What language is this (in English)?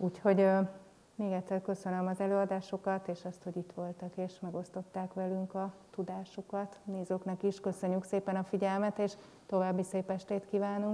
Hungarian